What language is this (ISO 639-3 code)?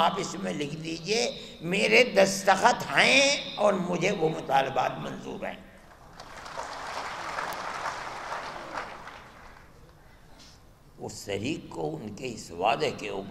urd